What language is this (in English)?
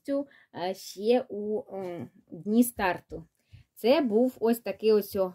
Ukrainian